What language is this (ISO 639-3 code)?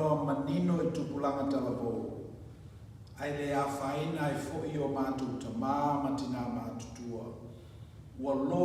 smo